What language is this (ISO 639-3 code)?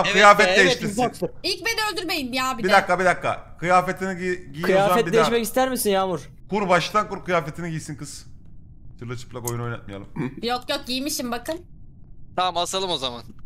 tur